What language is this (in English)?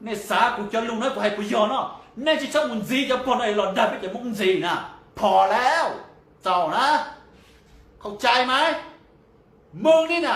Hmong